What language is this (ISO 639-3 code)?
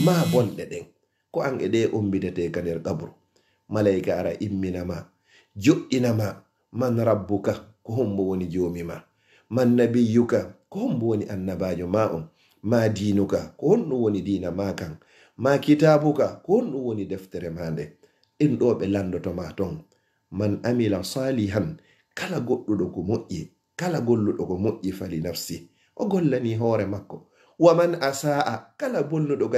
ful